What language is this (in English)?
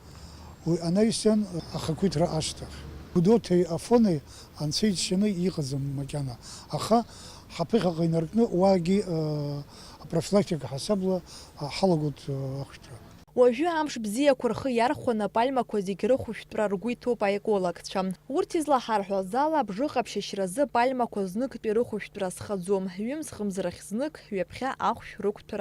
Abkhazian